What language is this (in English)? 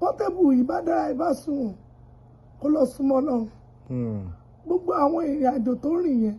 Yoruba